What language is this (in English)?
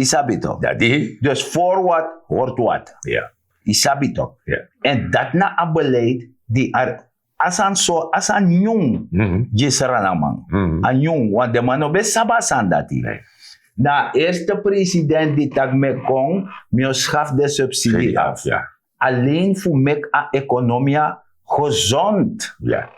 Sranan Tongo